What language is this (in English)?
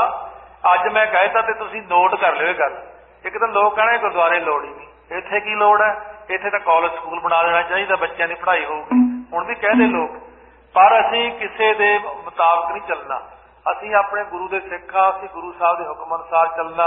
Punjabi